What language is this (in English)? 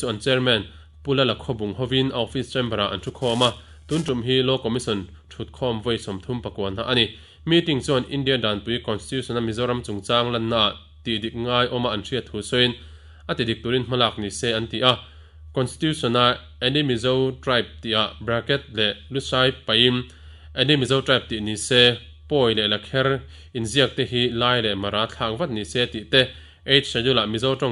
Mizo